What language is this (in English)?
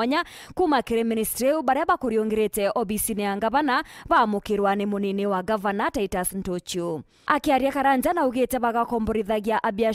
Meru